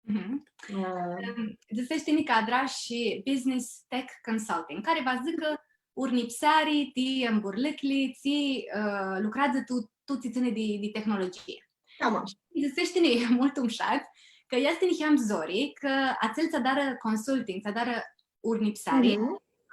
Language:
Aromanian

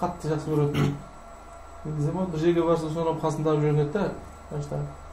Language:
Kara-Kalpak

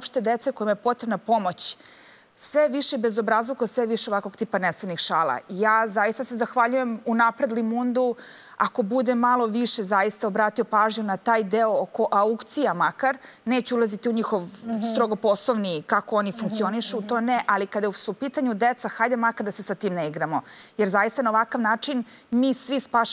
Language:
Serbian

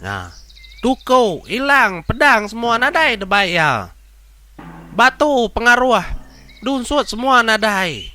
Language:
Iban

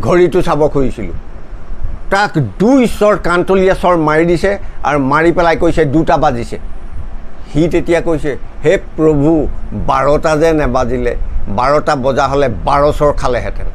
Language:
Assamese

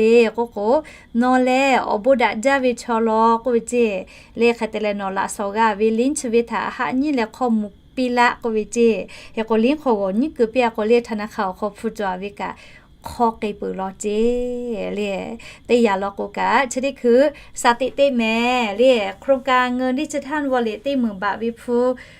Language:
Lahu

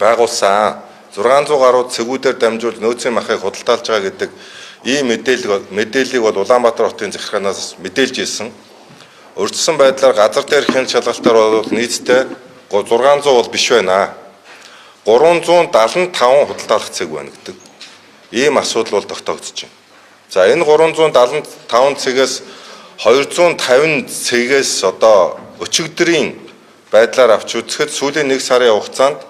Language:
Mongolian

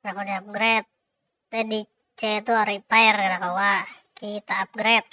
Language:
Banjar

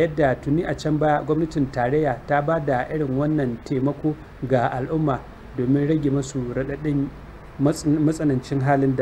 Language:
Hausa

